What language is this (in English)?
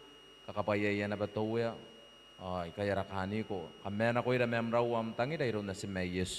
Gilbertese